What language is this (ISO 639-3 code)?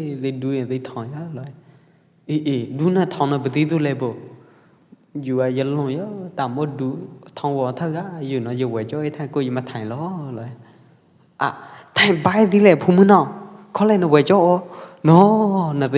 kjp